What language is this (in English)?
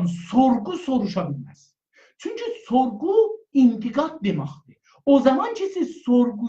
South Azerbaijani